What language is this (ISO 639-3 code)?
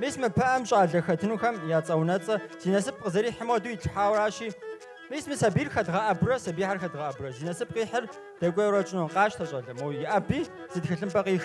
kbd